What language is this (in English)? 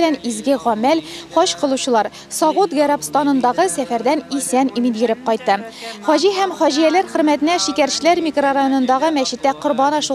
Tatar